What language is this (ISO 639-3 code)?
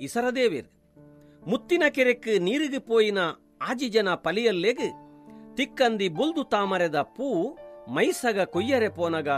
tcy